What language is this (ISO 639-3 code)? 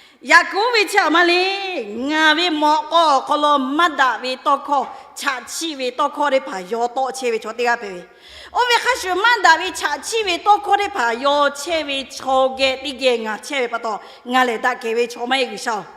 lhu